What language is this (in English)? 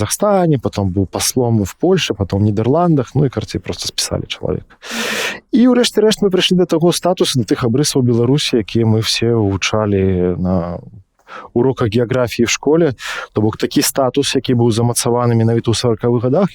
Belarusian